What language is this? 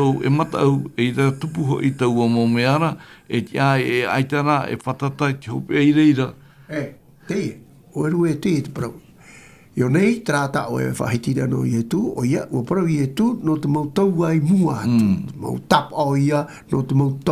Tahitian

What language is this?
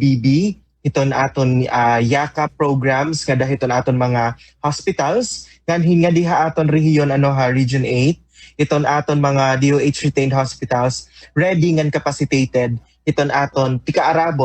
Waray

